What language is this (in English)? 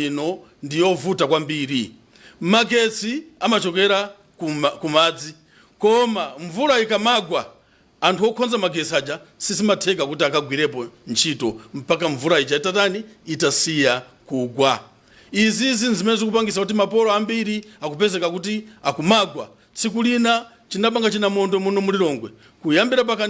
Nyanja